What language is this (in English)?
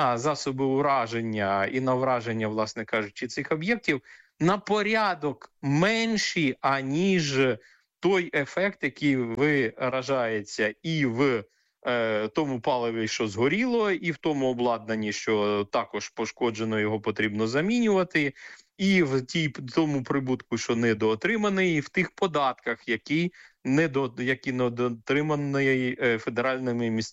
Ukrainian